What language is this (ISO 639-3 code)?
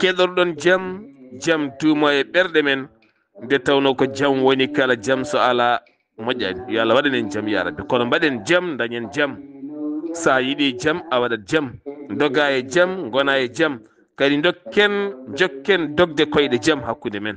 ful